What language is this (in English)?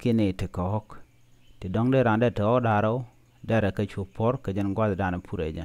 Nuer